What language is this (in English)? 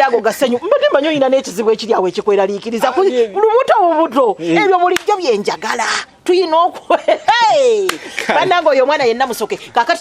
Ganda